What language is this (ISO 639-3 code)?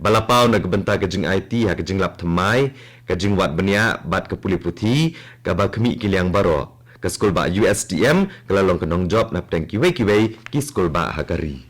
kha